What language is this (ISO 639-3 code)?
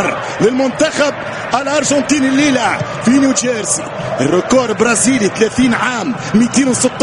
ara